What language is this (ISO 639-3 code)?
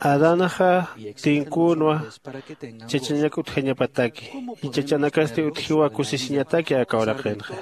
aym